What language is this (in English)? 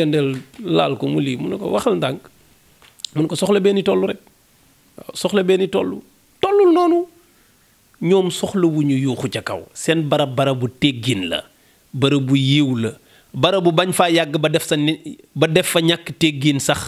Wolof